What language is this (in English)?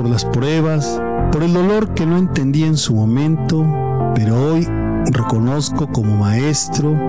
Spanish